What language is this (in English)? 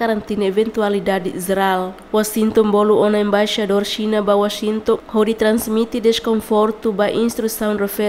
Tetum